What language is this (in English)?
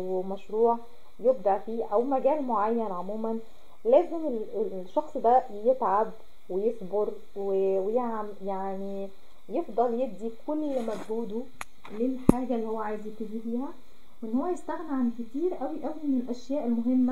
Egyptian Arabic